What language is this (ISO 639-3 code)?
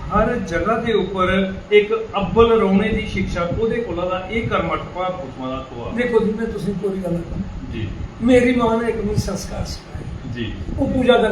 doi